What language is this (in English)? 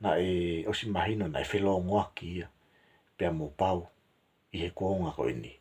Tongan